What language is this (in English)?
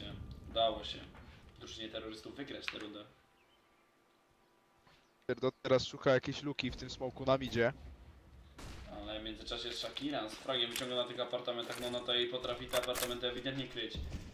Polish